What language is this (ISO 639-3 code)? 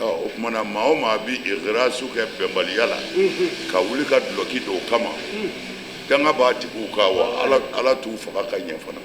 bam